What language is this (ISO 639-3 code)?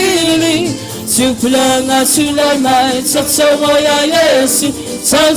smo